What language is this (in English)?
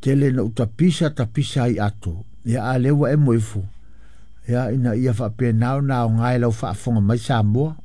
Samoan